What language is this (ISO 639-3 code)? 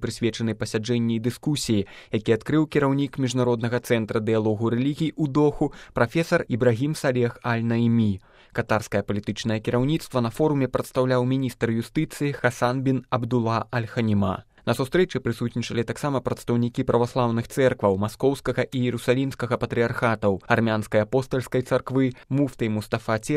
bel